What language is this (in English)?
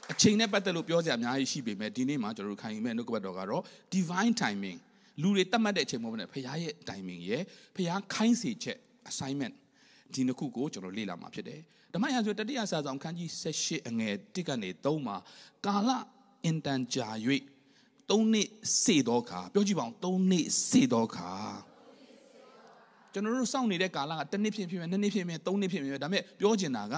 Burmese